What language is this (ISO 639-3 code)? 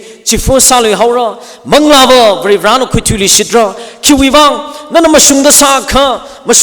nmf